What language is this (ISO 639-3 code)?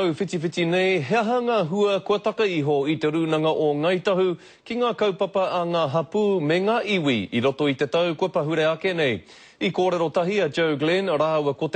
mri